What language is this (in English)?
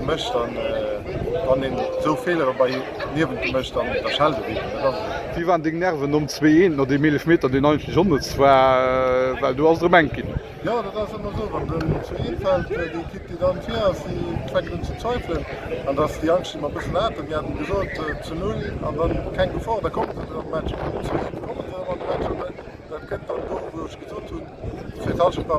Luxembourgish